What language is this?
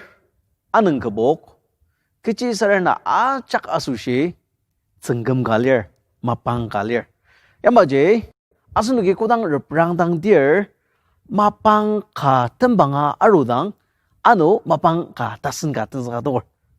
Ao Naga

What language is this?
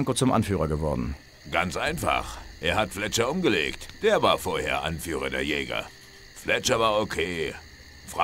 Bavarian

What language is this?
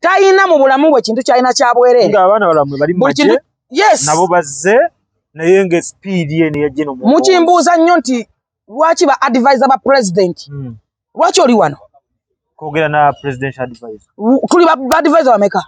Ganda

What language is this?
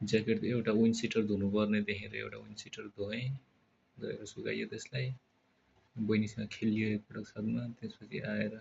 Nepali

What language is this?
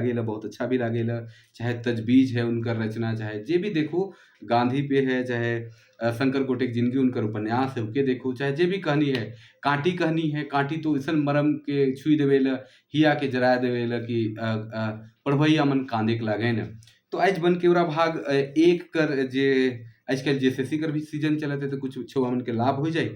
Sadri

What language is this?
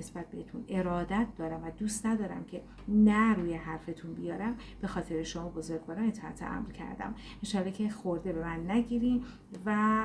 Persian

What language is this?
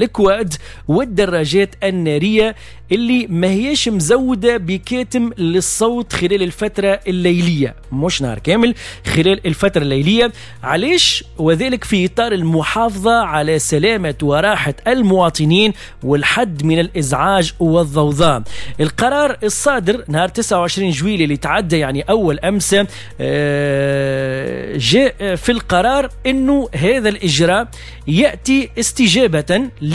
Tunisian Arabic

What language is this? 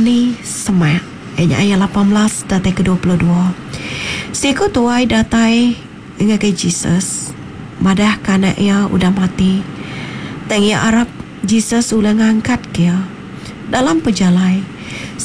Iban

